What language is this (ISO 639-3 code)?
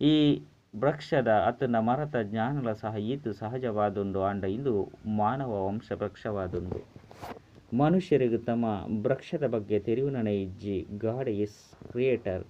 tcy